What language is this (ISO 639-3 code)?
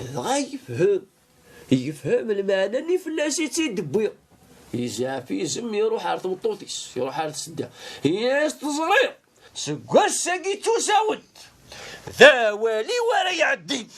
kab